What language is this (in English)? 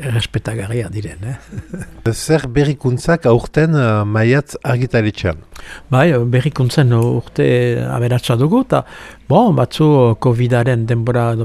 Basque